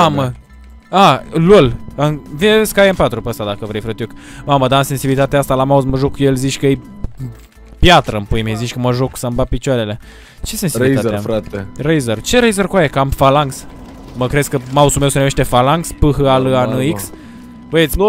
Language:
Romanian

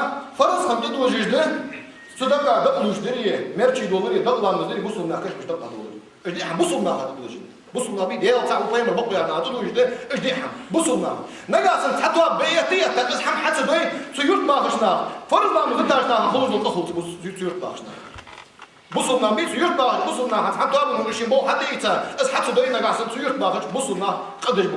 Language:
Ingush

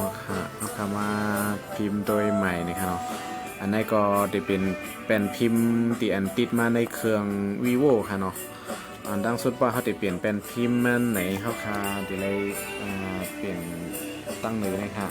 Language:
Shan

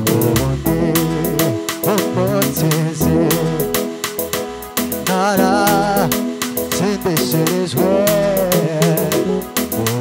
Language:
Kinyarwanda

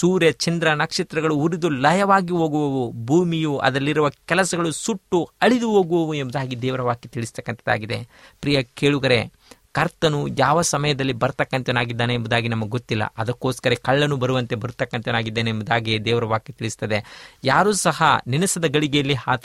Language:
Kannada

